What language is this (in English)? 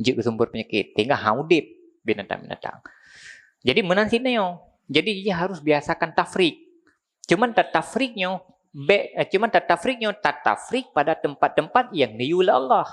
Achinese